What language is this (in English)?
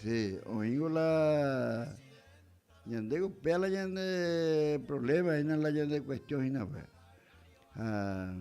Guarani